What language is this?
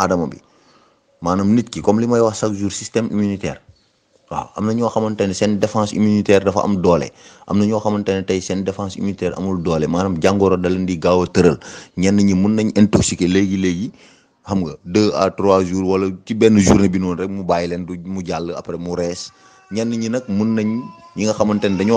Wolof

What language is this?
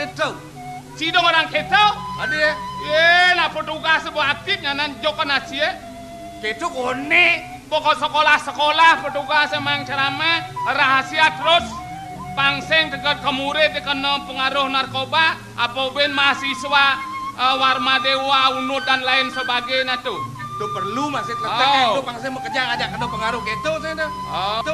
Balinese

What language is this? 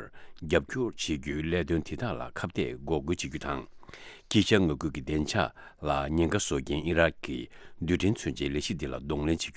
Tibetan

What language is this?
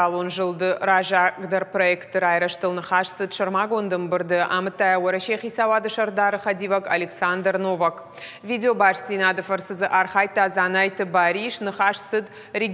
Ossetic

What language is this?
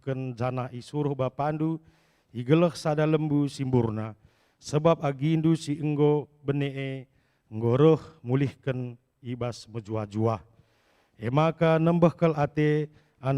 Batak Karo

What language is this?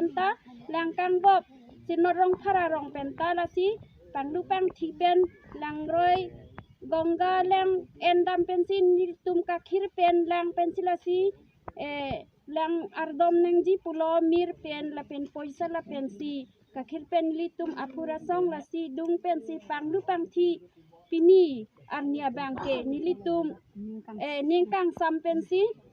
Karbi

